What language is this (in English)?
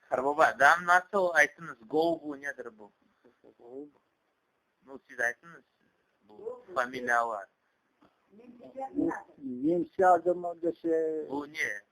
Crimean Tatar